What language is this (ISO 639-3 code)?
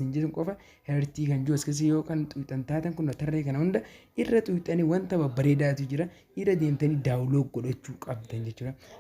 orm